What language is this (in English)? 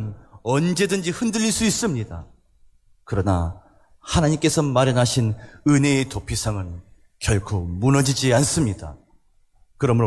Korean